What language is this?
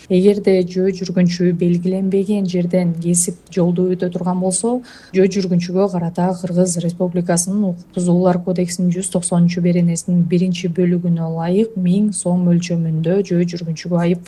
Kyrgyz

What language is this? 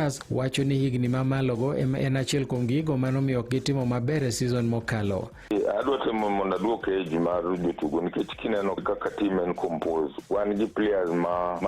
Luo (Kenya and Tanzania)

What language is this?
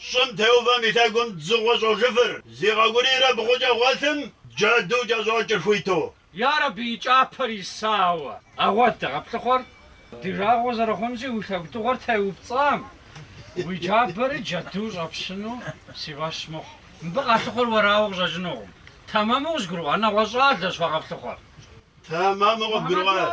Kabardian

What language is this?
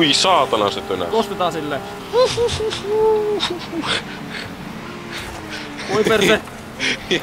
Finnish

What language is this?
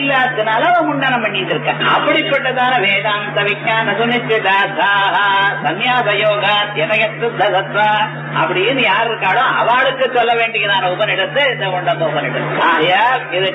Tamil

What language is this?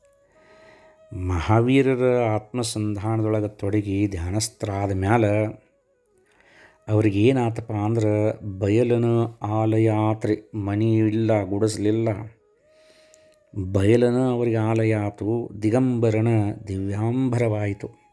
Kannada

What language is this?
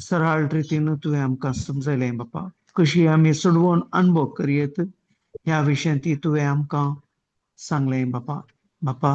Konkani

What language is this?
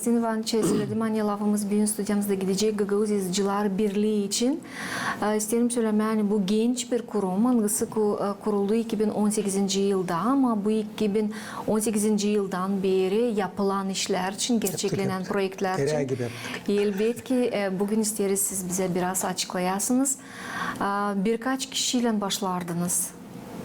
Gagauz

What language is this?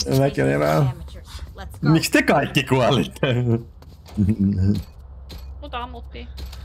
Finnish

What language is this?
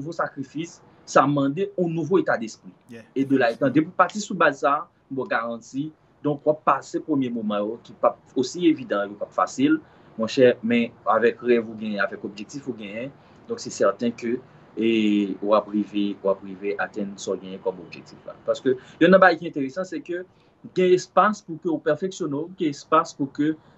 Haitian Creole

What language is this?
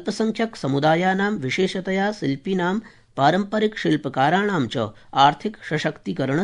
Sanskrit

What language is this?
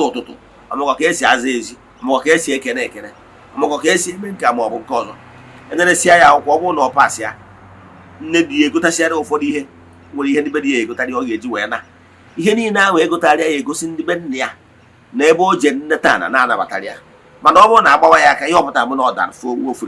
Igbo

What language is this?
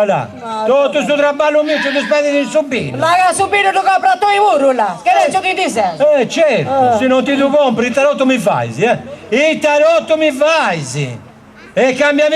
Sardinian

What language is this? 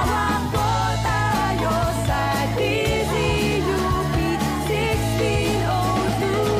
Filipino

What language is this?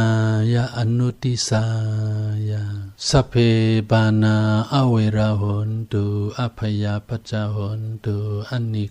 Shan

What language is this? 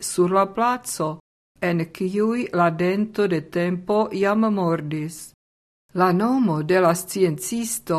Esperanto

